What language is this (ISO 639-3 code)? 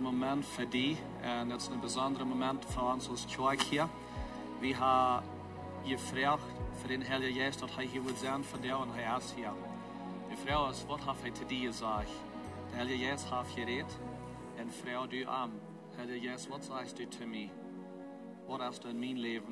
pdt